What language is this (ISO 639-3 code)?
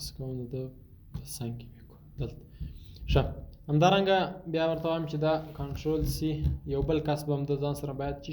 pus